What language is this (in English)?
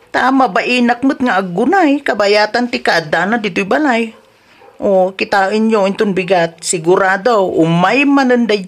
Iloko